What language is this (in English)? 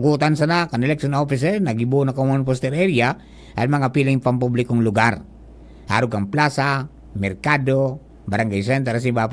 Bikol